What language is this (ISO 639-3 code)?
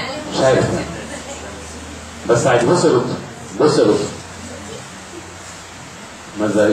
arz